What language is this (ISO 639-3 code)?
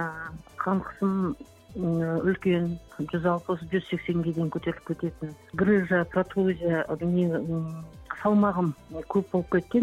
kaz